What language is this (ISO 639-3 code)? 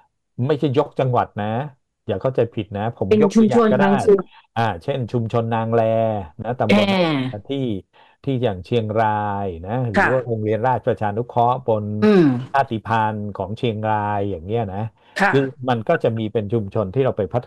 tha